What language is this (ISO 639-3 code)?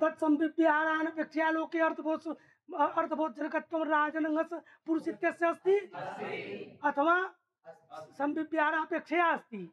san